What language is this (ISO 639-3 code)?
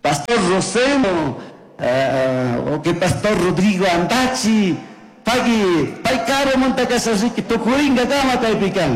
qug